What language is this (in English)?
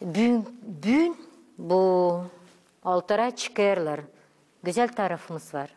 Gagauz